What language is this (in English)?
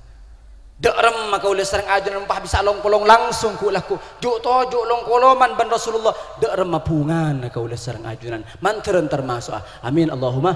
Madurese